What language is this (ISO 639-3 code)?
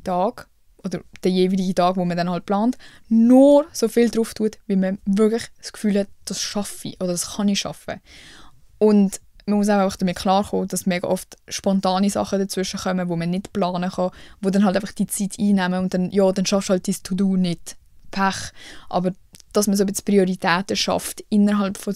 gsw